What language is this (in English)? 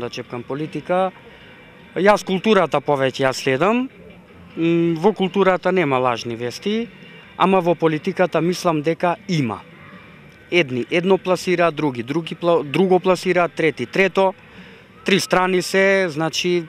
Macedonian